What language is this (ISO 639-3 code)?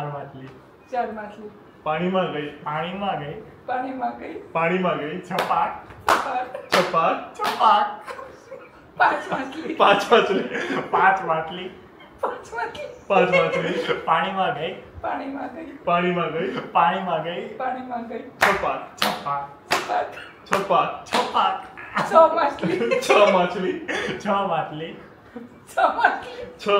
guj